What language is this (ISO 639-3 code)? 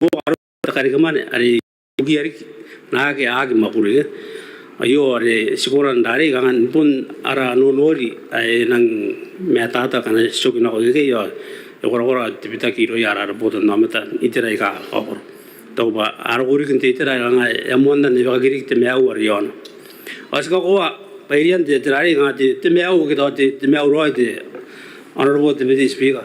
gil